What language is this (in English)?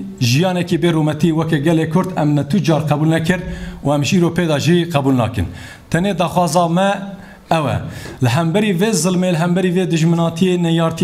Kurdish